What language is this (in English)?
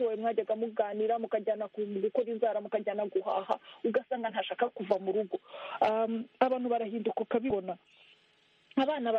Kinyarwanda